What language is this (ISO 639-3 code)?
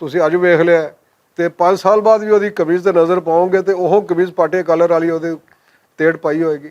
lah